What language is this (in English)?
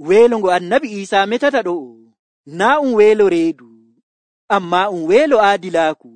Nigerian Fulfulde